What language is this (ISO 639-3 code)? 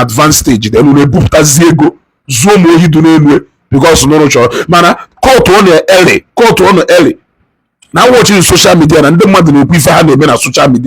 ibo